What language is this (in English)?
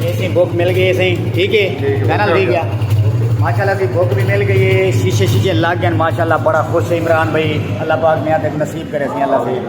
Saraiki